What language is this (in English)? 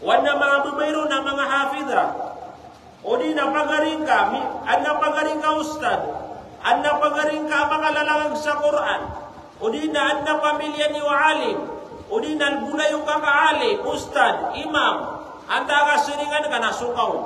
Maranao